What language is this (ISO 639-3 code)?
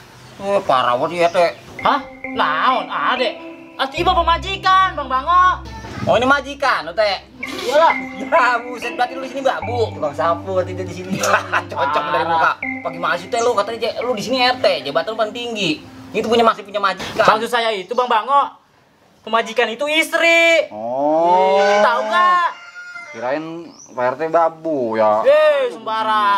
bew